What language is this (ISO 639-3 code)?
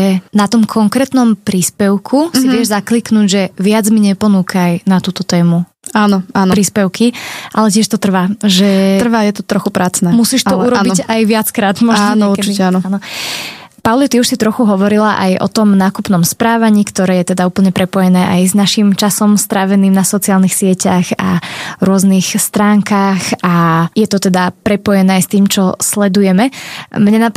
slk